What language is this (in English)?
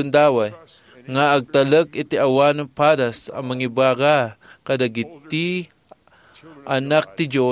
Iloko